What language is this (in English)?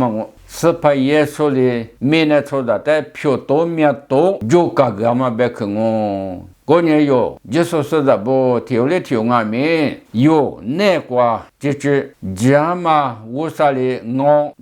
Lisu